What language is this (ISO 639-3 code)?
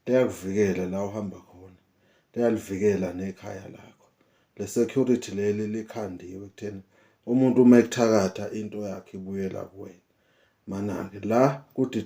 zul